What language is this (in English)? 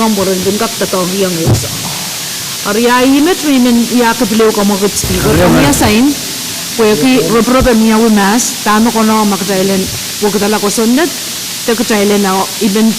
Pohnpeian